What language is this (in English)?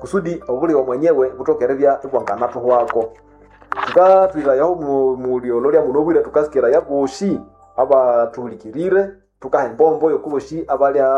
Nande